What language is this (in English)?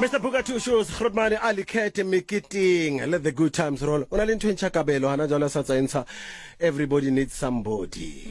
Southern Sotho